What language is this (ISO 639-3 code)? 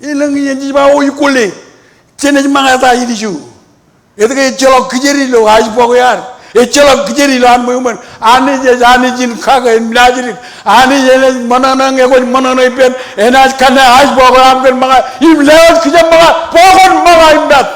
mah